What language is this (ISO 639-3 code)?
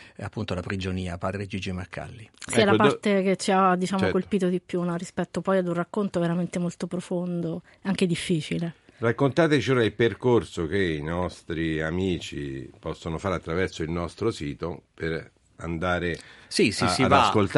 ita